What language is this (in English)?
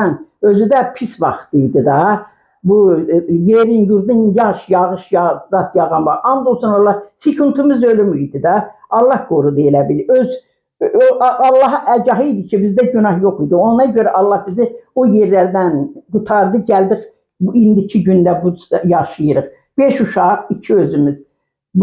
Azerbaijani